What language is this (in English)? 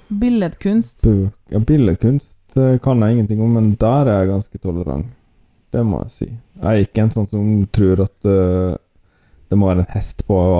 Norwegian